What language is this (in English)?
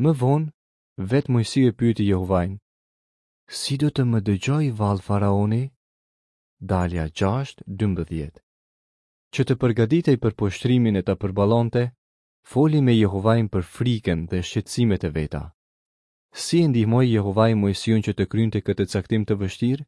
Albanian